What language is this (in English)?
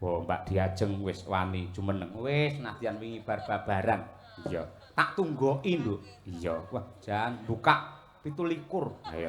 Javanese